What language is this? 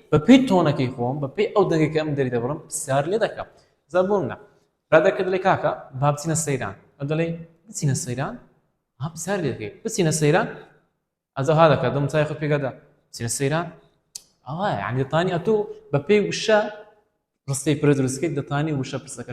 Central Kurdish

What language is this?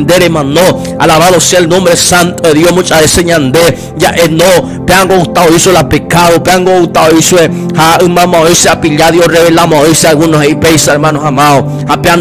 Guarani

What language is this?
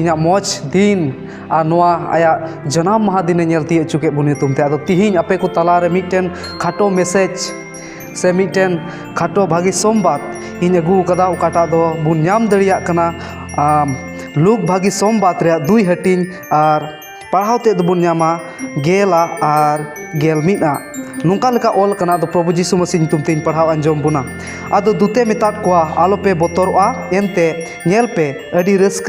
Santali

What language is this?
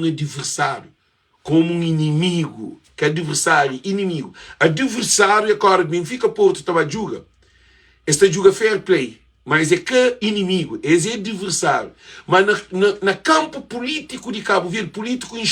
Kabuverdianu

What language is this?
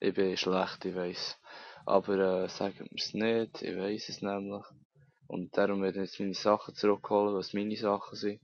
Swiss German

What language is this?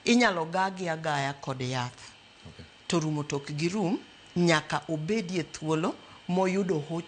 Luo (Kenya and Tanzania)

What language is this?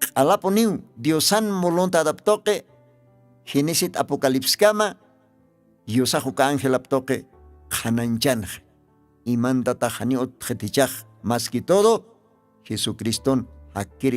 Aymara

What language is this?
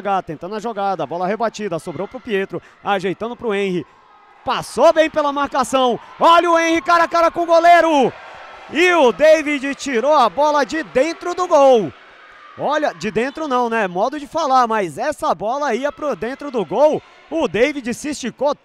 Portuguese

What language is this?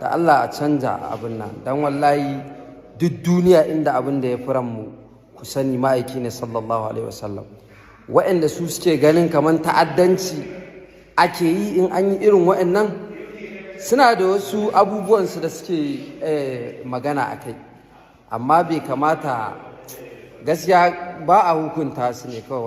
Hausa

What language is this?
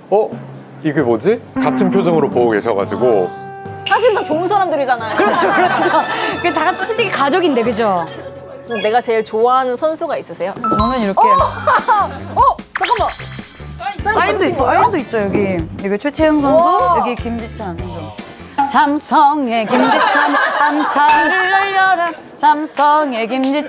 Korean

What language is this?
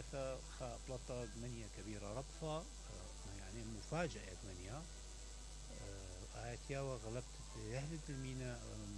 Mesopotamian Arabic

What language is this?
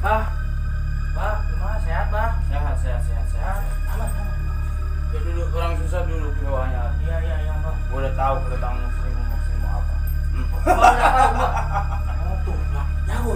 Betawi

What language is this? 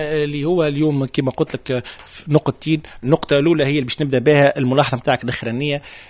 Tunisian Arabic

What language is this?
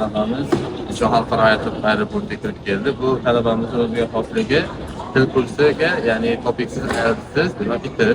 Uzbek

